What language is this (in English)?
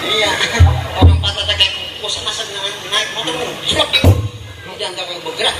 Betawi